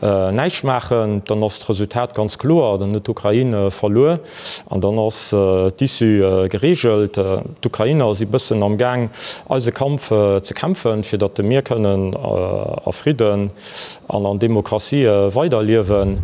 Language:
Luxembourgish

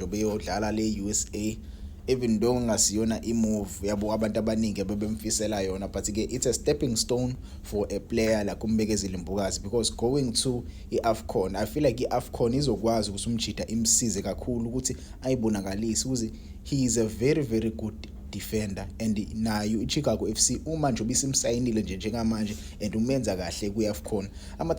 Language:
Zulu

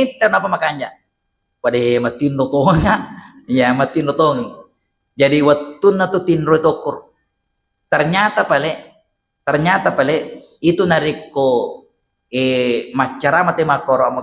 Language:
Buginese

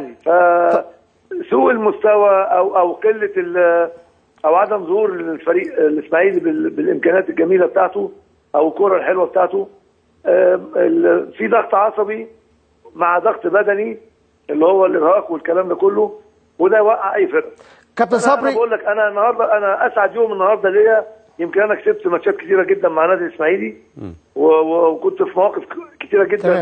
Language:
Egyptian Arabic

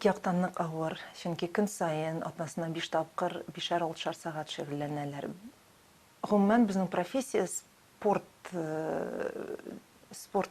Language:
Tatar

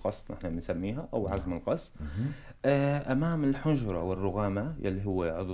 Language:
North Levantine Arabic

